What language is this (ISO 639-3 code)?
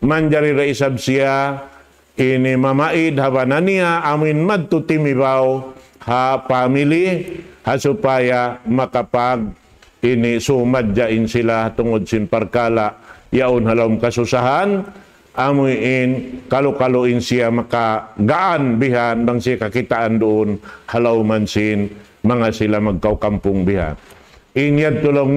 tsg